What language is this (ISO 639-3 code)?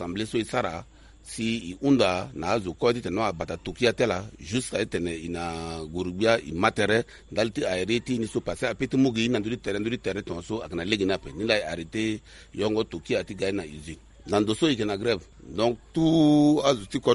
sag